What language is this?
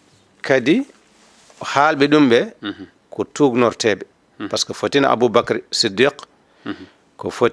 Fula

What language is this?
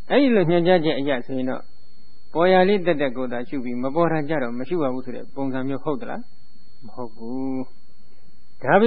Burmese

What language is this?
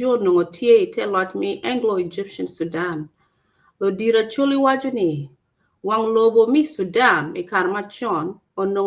Acoli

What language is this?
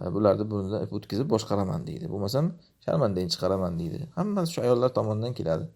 Uzbek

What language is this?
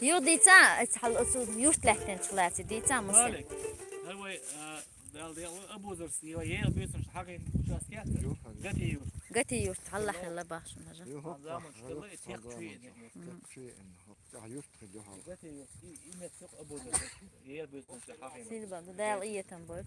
Chechen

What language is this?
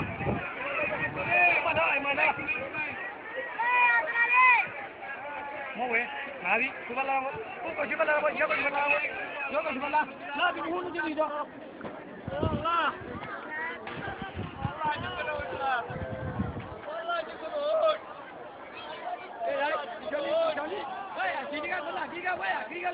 Malay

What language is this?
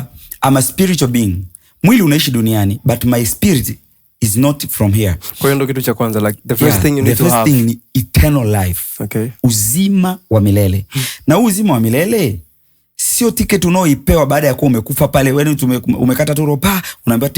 Swahili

